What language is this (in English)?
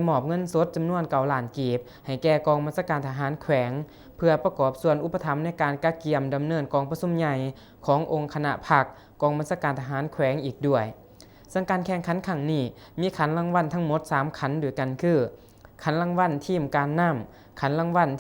Lao